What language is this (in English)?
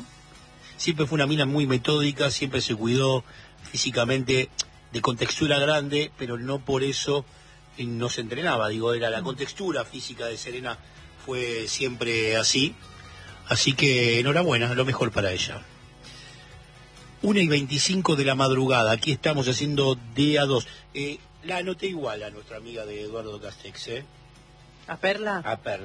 Spanish